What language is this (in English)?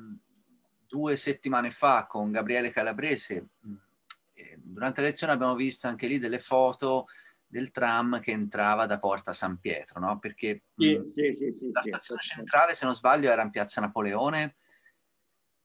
Italian